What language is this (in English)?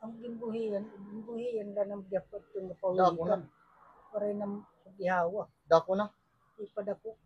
Waray